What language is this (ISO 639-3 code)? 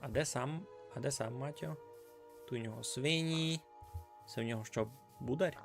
rue